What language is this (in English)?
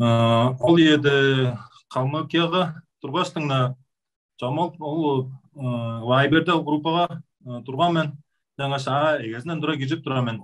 Tuvinian